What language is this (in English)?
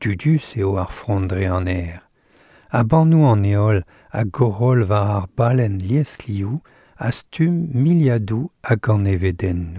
Breton